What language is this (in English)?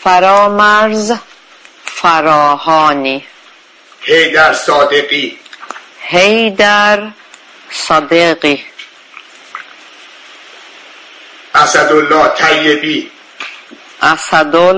Persian